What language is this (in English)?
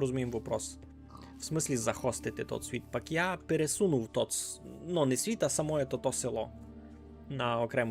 Rusyn